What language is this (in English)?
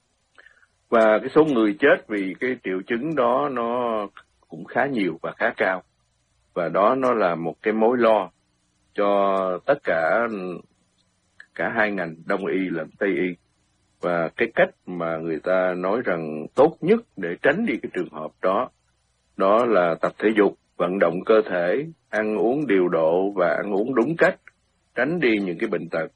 Vietnamese